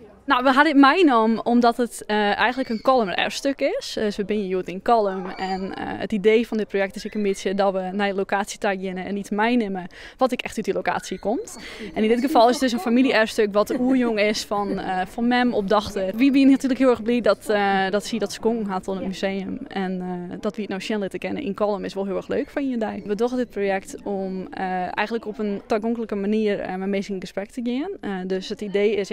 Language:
Western Frisian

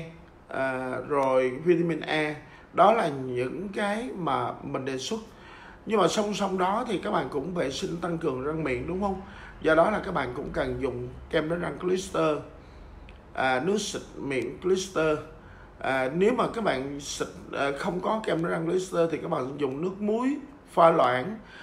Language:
Vietnamese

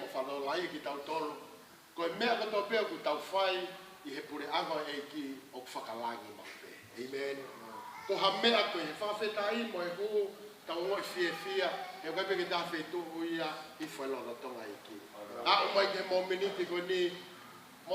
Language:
Tongan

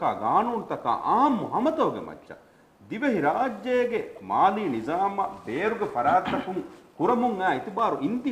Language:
Divehi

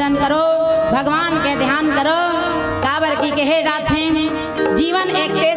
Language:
Chhattisgarhi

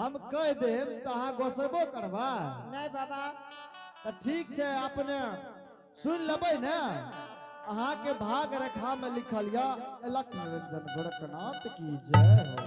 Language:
Angika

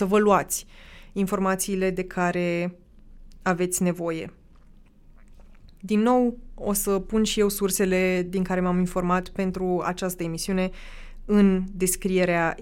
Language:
Romanian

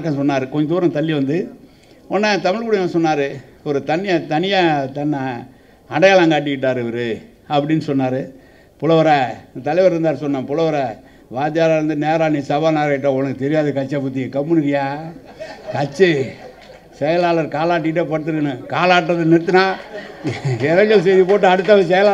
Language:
Tamil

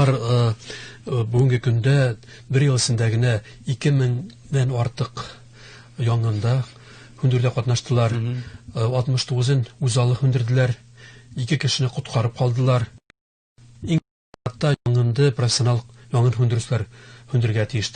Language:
Bashkir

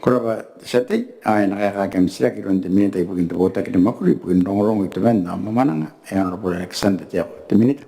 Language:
Gilbertese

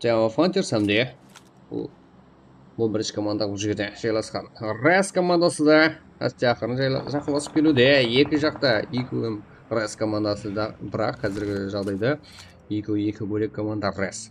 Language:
Kara-Kalpak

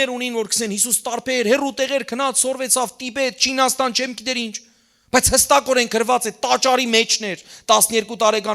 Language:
Western Armenian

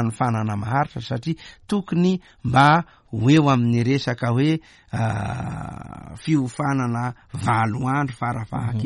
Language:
Malagasy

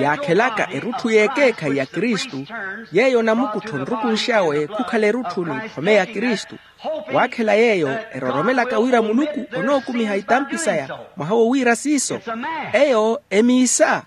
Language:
Makhuwa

